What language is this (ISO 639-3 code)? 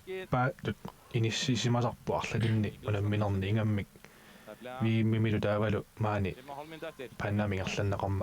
kal